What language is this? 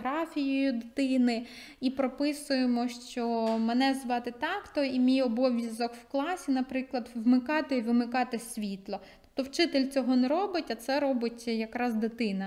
Ukrainian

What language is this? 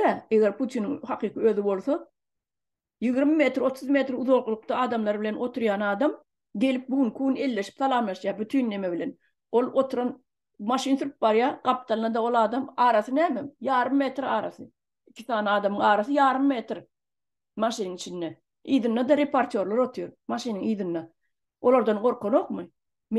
Turkmen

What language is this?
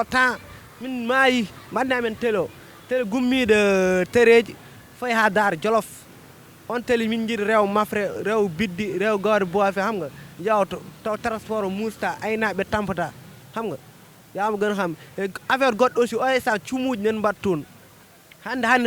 Fula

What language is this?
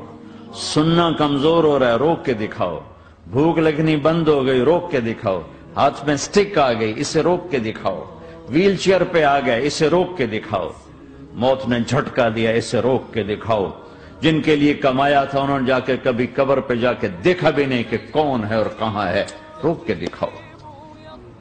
Urdu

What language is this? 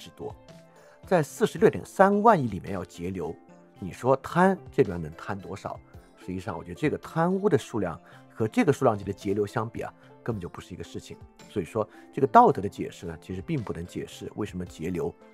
Chinese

